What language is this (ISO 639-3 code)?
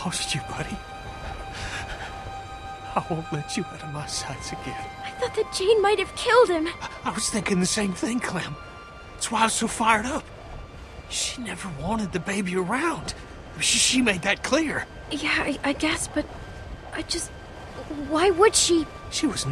eng